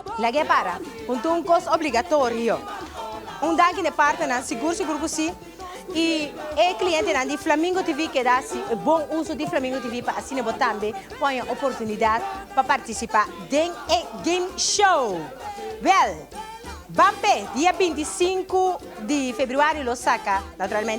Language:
Papiamento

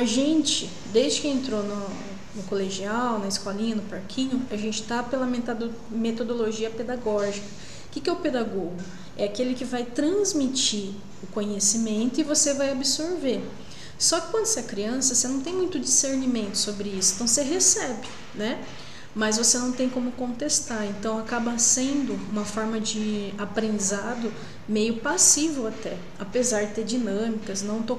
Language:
Portuguese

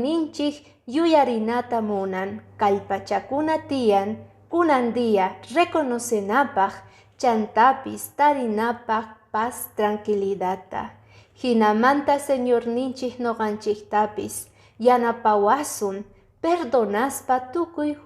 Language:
Quechua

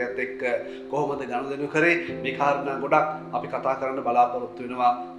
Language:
Sinhala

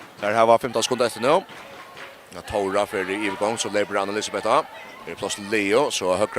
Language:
Faroese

